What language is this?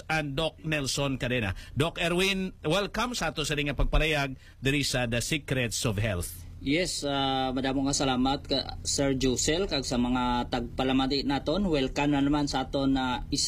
Hiligaynon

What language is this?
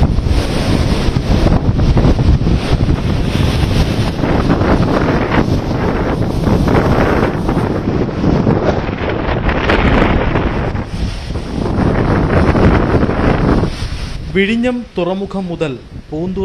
Malayalam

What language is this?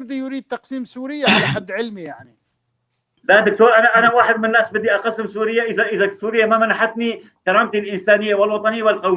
North Levantine Arabic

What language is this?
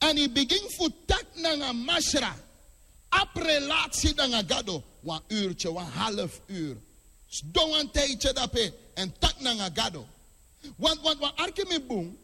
Sranan Tongo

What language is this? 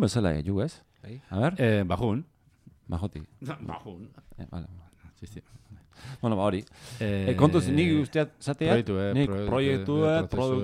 Basque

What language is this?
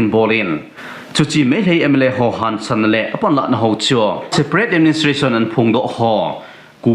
Thado Chin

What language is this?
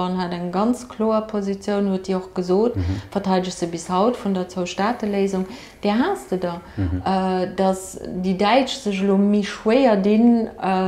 Luxembourgish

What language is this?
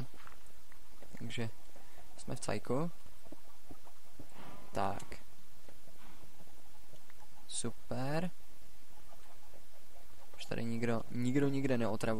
Czech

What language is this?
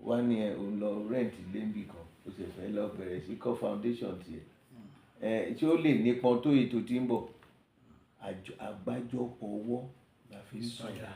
Yoruba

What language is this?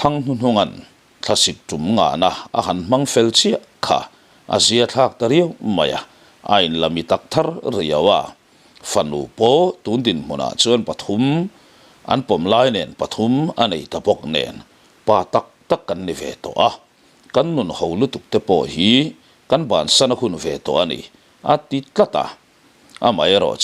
Mizo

